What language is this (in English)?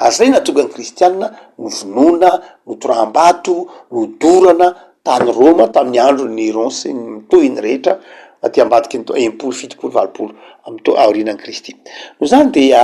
Malagasy